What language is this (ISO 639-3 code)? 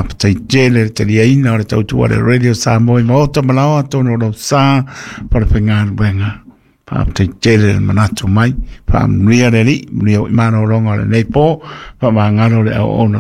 smo